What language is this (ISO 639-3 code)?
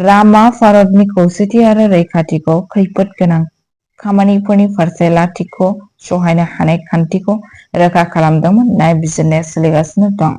brx